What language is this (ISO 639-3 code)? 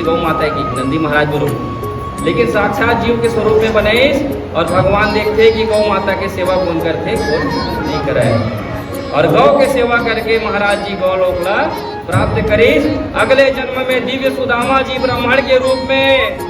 hne